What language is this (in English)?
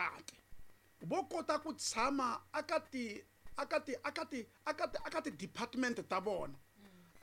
Tsonga